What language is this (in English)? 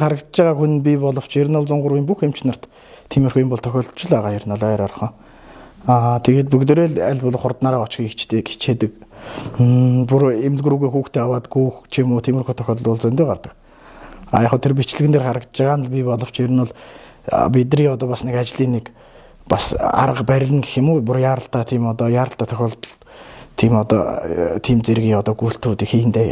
Mongolian